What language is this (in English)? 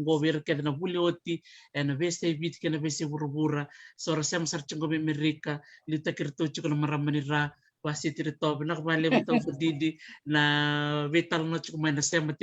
Fijian